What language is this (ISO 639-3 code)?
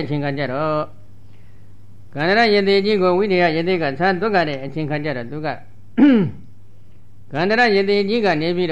mya